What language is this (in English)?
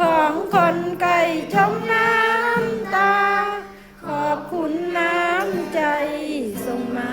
Northeastern Thai